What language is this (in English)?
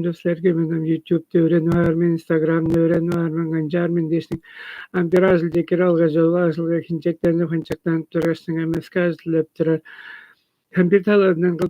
Tuvinian